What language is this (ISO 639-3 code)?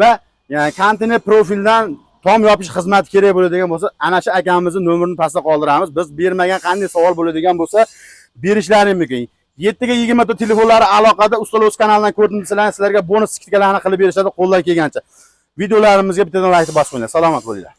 uzb